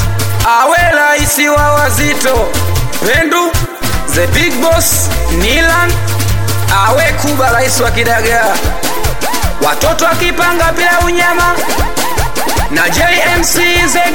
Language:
Swahili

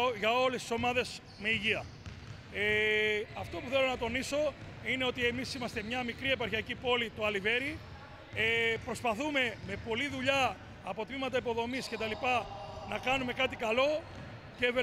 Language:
Greek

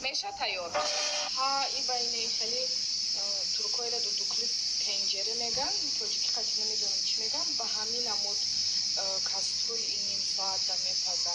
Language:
Tajik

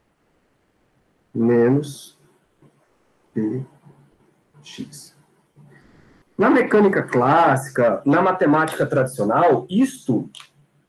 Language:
Portuguese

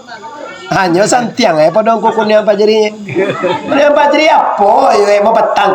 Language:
Minangkabau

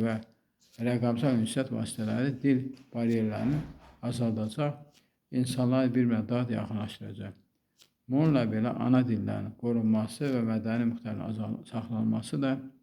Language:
Azerbaijani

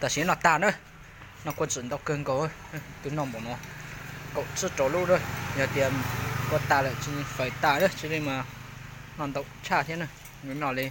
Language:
Hmong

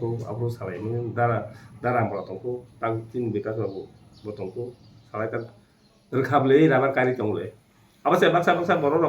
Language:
Kok Borok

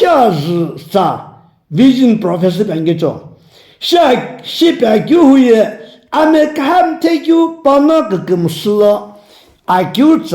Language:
Sumi Naga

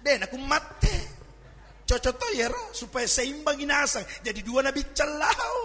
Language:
Buginese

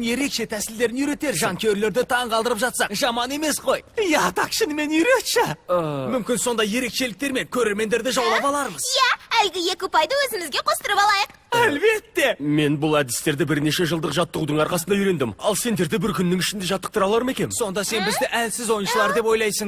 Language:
Kazakh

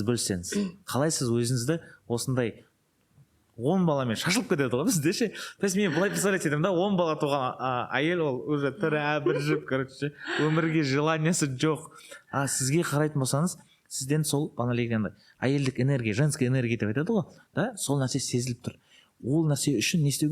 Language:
Kazakh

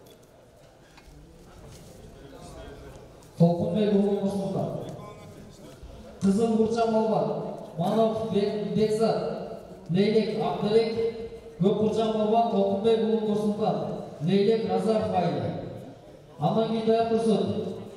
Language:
Kazakh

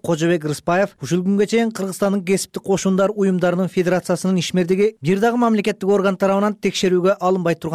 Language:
Kyrgyz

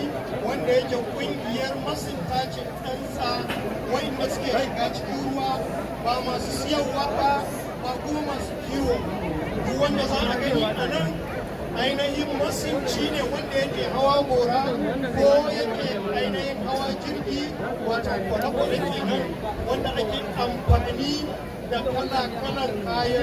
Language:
Hausa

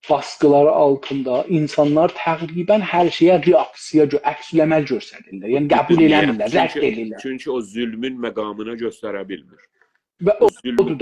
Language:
South Azerbaijani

